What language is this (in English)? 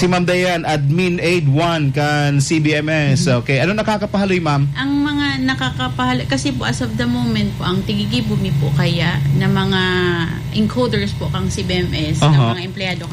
Bikol